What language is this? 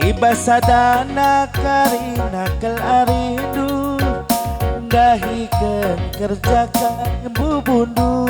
Batak Karo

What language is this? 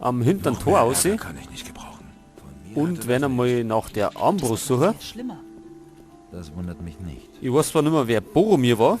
Bavarian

